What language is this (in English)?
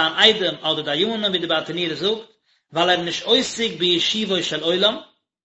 Yiddish